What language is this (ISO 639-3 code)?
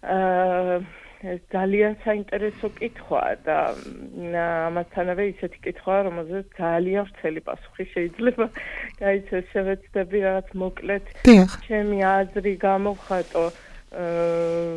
kat